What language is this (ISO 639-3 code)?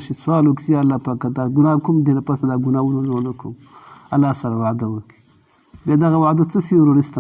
pus